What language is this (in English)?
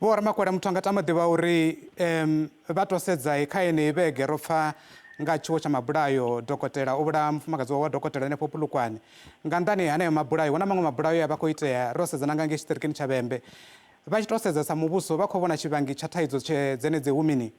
Venda